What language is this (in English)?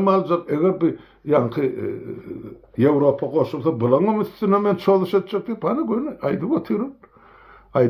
Turkmen